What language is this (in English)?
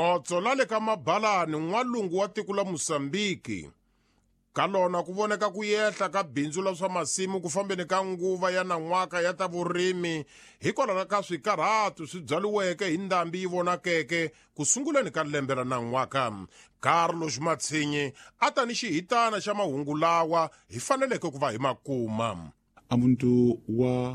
Tsonga